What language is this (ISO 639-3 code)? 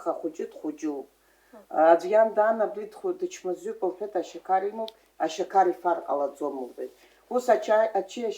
abk